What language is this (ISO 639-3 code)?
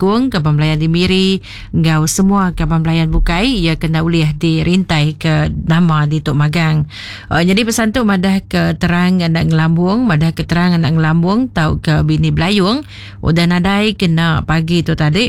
iba